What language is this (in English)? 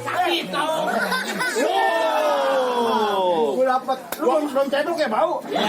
Betawi